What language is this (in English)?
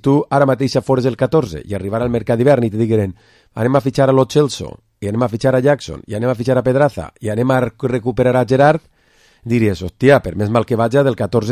Catalan